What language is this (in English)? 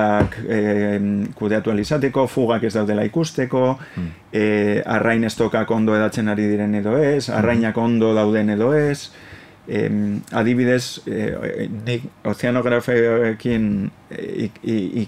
Basque